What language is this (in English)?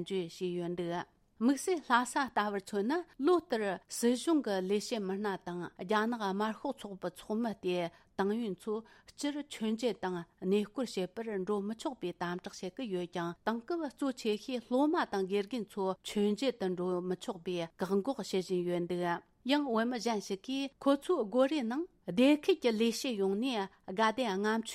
Tibetan